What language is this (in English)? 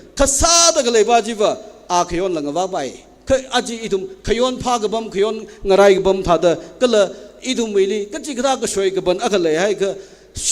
Tangkhul Naga (India)